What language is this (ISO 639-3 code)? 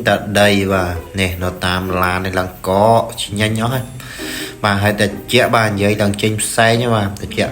khm